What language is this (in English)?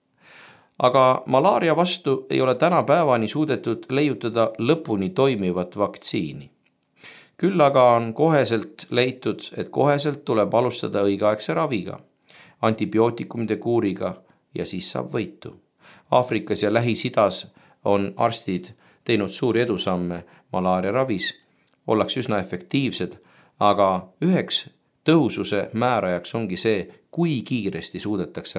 Estonian